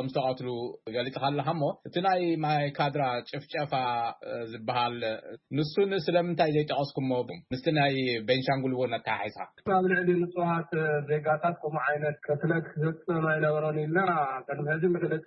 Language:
Tigrinya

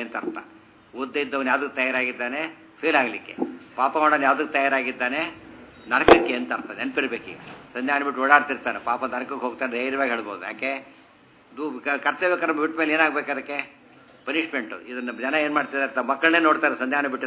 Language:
Kannada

